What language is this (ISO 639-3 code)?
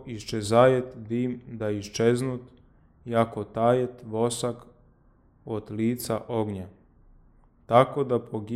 chu